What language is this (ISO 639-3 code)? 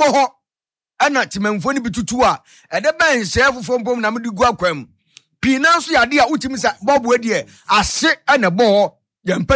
aka